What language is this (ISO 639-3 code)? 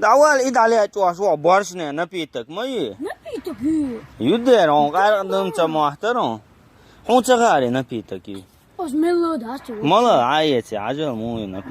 che